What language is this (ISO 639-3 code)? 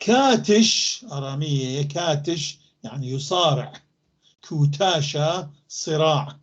apc